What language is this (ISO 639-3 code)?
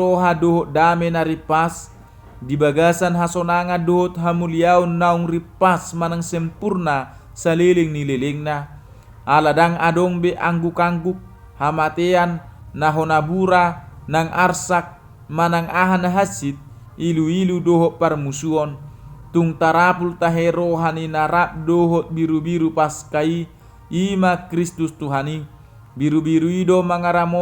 bbc